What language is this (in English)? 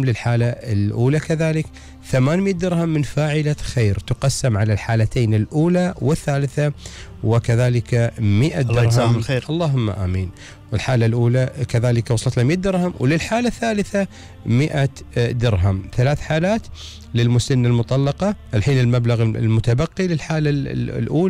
Gulf Arabic